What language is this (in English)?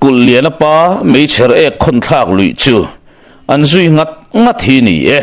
Mizo